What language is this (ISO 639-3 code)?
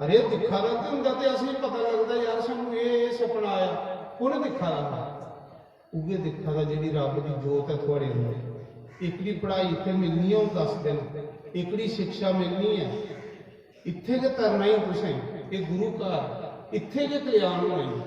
doi